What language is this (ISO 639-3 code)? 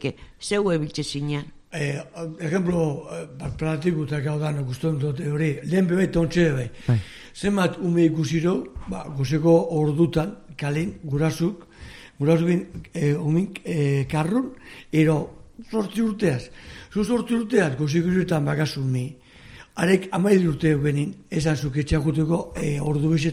eus